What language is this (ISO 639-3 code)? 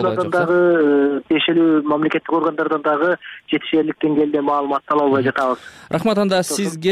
kir